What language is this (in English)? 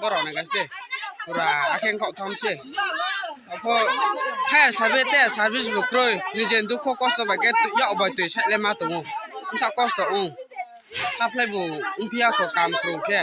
Riang (India)